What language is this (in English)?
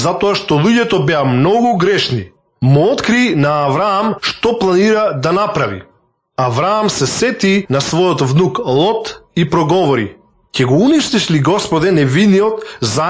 Macedonian